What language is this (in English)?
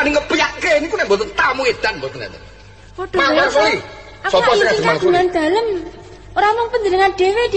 Javanese